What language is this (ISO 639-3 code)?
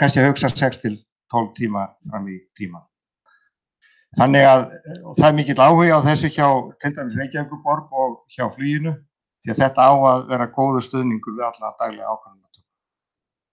isl